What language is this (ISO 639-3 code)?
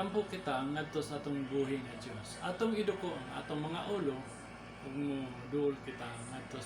ceb